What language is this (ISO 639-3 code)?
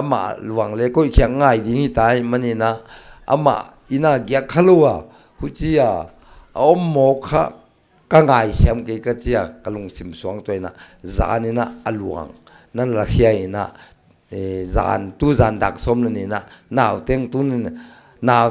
pck